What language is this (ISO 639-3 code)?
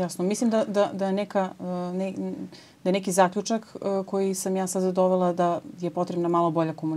srp